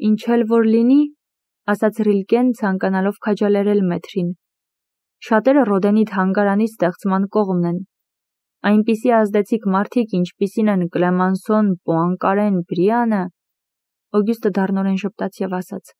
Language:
Armenian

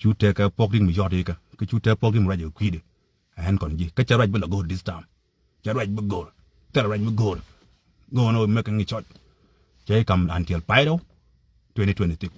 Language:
Nuer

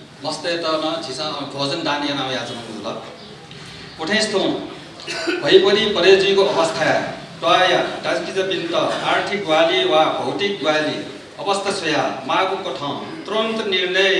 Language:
Newari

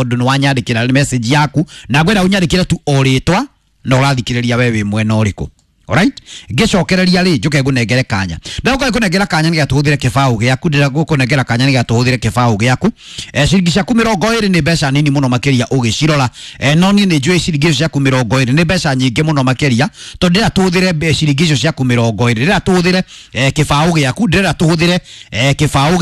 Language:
Kikuyu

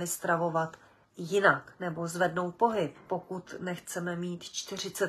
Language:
Czech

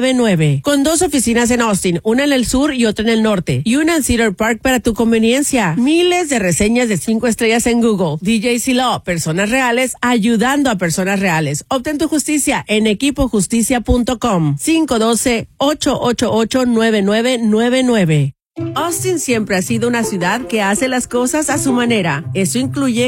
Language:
Spanish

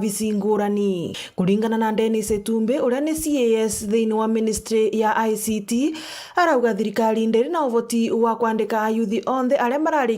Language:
Meru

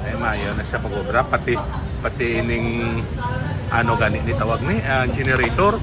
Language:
Hiligaynon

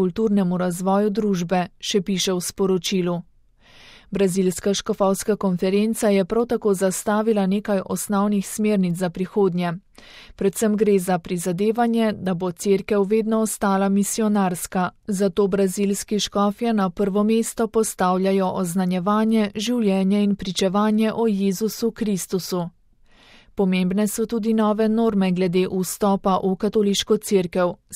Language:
Slovenian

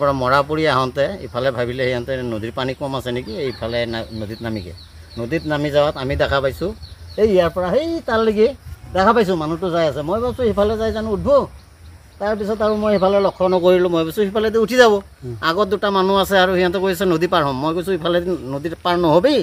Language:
Assamese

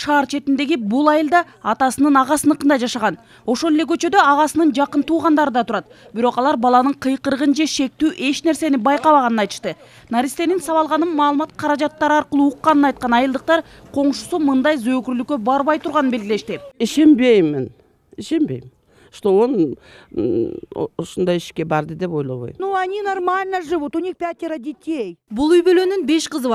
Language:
Kyrgyz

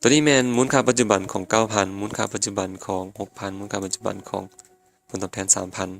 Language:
Lao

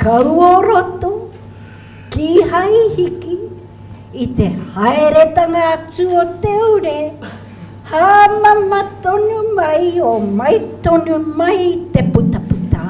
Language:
Māori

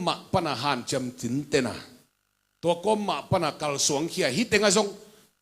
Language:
Tedim Chin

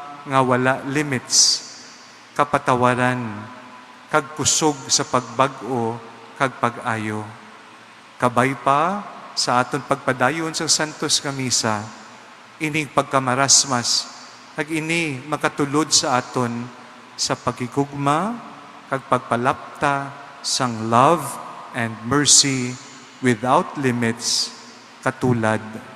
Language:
Hiligaynon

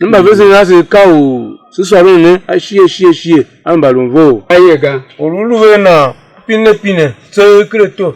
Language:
Tiv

